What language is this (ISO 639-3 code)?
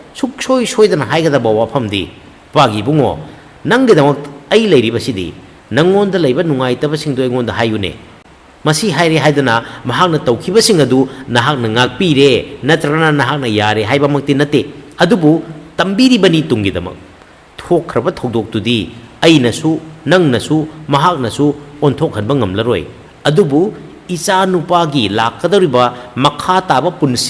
mni